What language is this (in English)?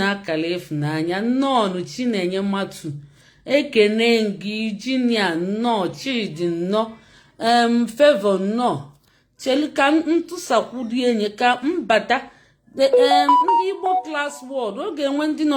Igbo